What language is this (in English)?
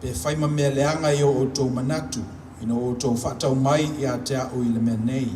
Samoan